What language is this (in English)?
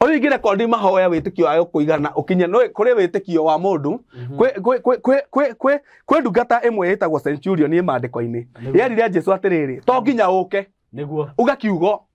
Kikuyu